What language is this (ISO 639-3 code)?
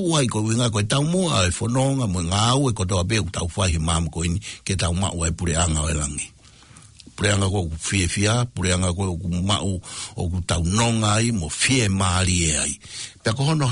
ton